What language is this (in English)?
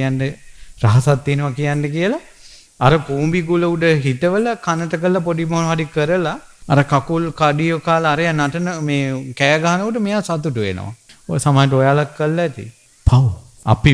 Sinhala